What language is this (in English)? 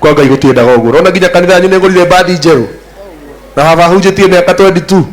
Kikuyu